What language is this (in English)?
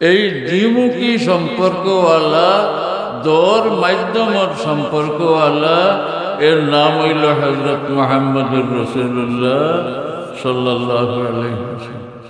Sylheti